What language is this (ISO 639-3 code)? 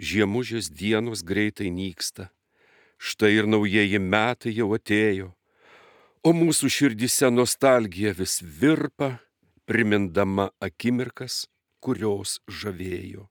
lit